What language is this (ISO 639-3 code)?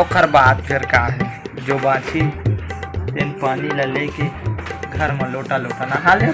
hne